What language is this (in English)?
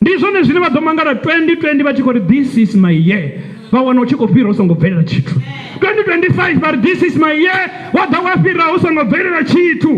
Venda